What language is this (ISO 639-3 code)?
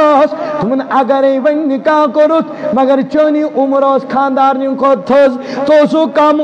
kas